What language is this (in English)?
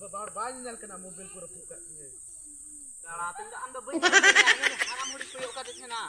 Santali